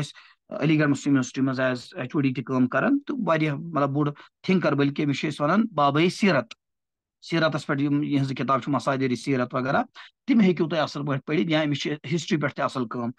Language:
Kashmiri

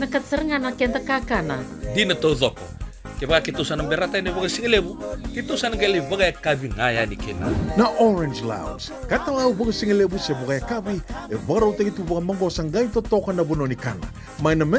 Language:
Fijian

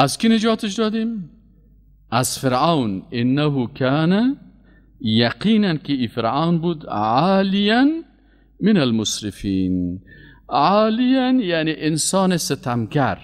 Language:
Persian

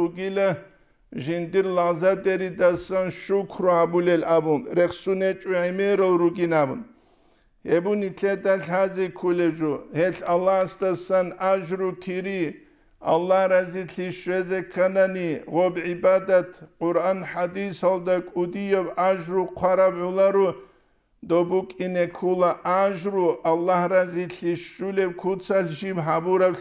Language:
Avaric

